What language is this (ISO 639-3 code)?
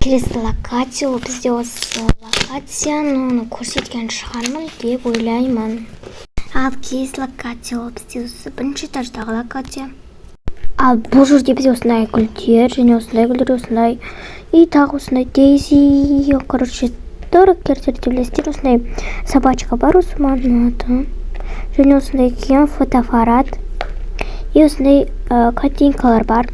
kaz